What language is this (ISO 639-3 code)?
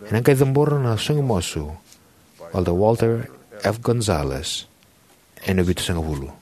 fij